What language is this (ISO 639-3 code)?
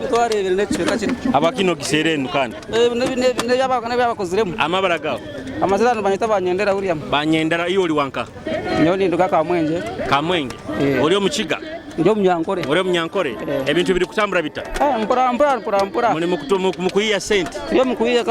nyo